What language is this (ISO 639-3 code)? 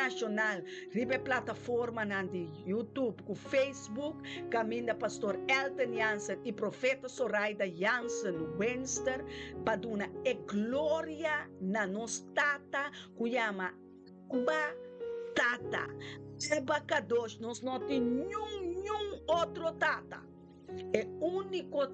pap